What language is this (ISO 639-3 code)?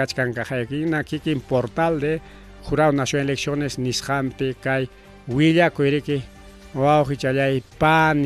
quy